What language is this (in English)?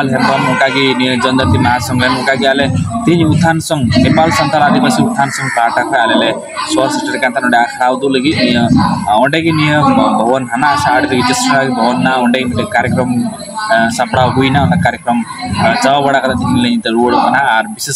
Santali